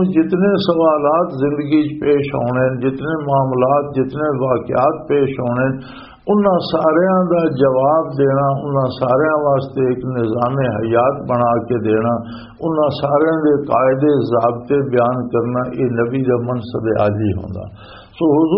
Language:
Western Panjabi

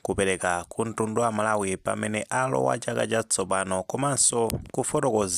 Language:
Nyanja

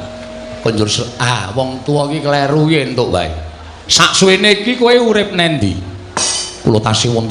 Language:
Javanese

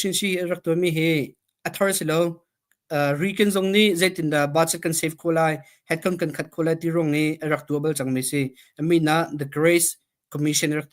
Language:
Hakha Chin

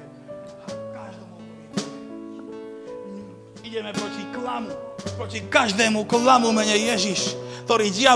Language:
Slovak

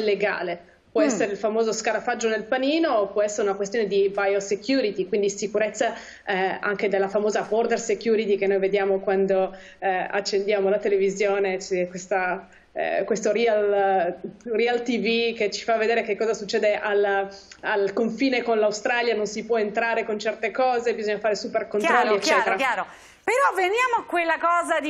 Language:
Italian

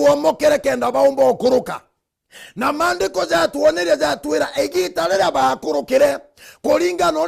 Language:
Meru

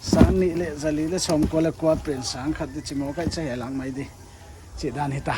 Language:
Paite Chin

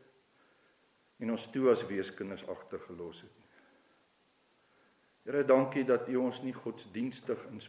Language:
Afrikaans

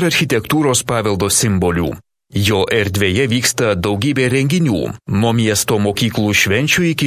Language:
Lithuanian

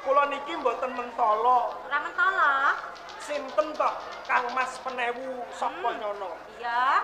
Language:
Javanese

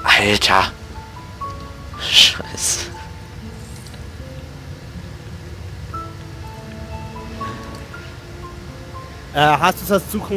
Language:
German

